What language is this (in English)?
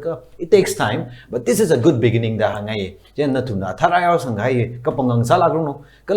Tangkhul Naga (India)